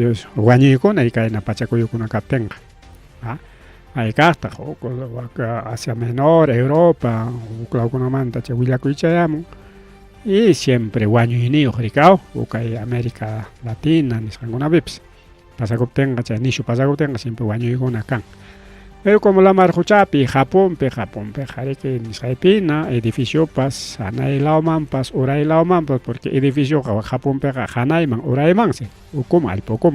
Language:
Ayacucho Quechua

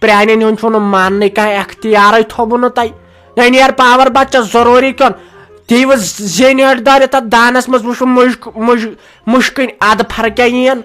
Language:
Kashmiri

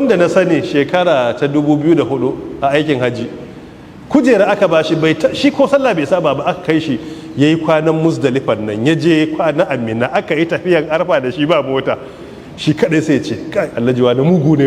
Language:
Hausa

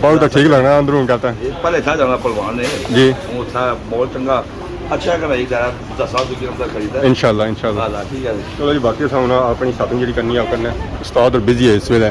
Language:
Pahari-Potwari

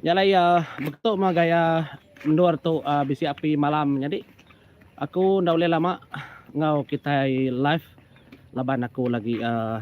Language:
Iban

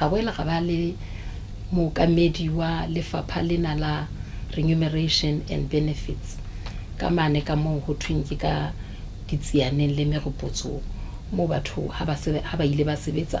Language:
Southern Sotho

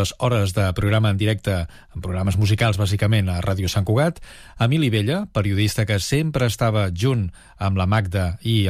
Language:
Catalan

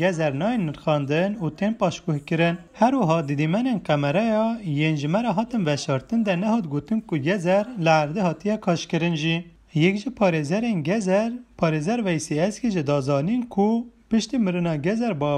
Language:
Kurdish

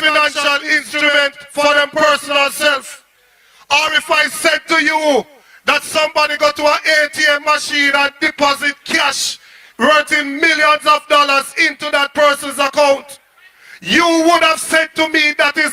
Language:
Jamaican Creole English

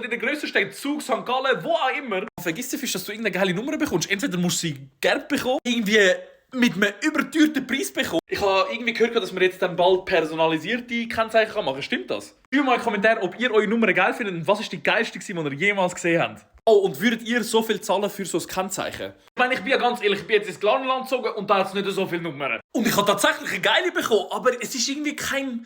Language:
Swiss German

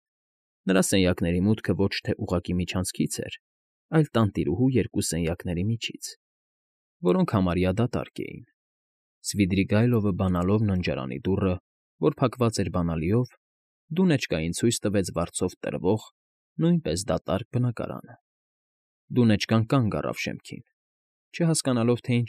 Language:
Armenian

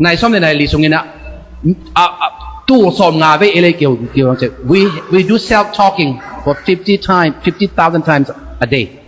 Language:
Tedim Chin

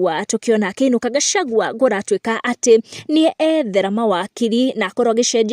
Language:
Kikuyu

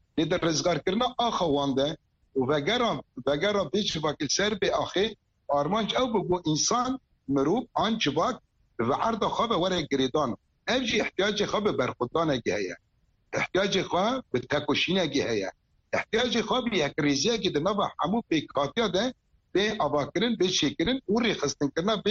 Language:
Kurdish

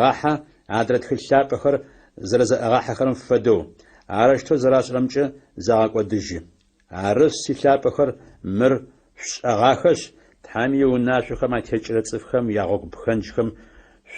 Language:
Adyghe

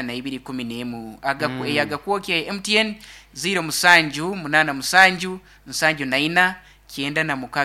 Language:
Nyankole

